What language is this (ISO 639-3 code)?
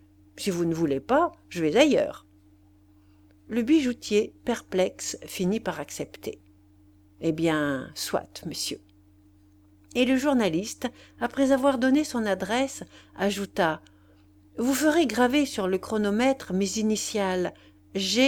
fra